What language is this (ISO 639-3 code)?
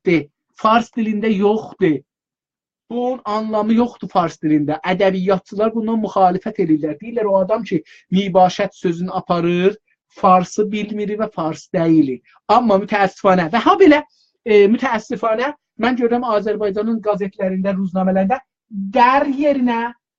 azb